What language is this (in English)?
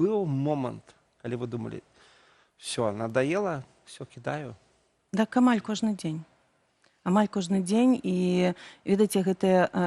Belarusian